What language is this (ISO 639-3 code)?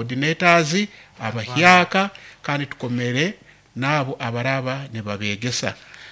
nyo